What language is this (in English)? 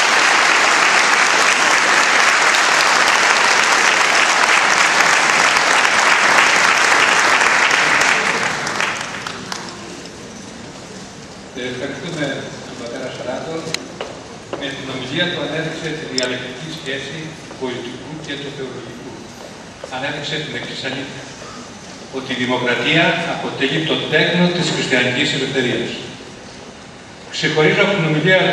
Greek